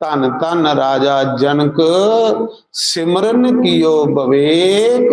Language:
Dogri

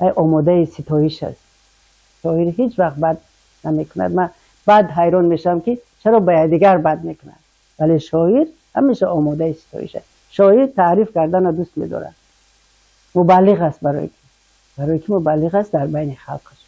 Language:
Tajik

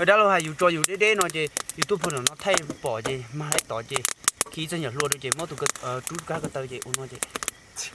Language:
Hmong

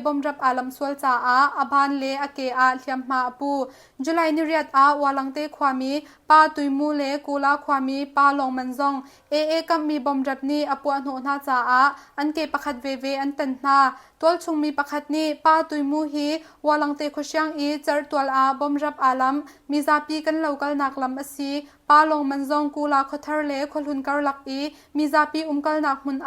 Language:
Hakha Chin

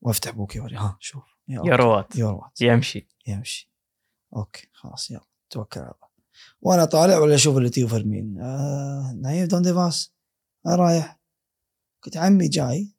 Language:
Gulf Arabic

